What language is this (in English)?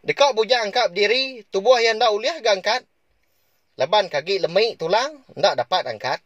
Iban